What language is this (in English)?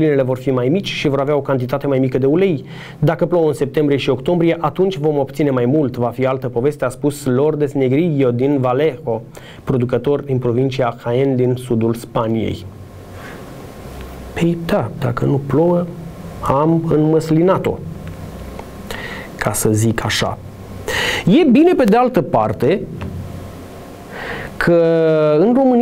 Romanian